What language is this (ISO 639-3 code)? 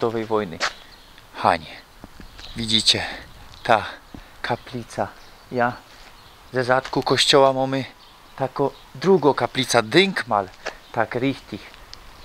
szl